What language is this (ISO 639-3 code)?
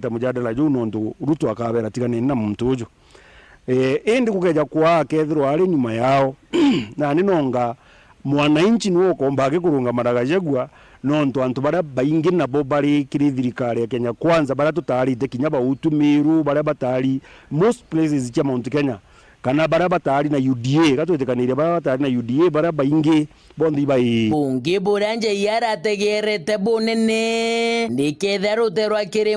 mer